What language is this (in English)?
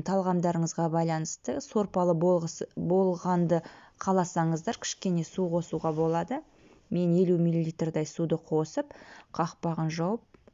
Kazakh